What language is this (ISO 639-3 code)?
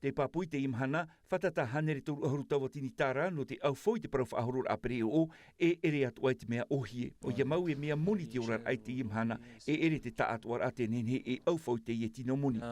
tah